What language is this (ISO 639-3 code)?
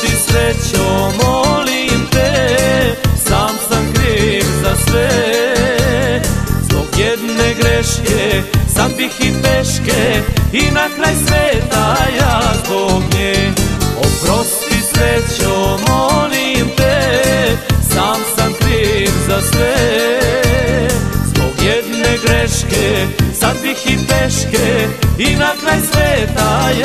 srp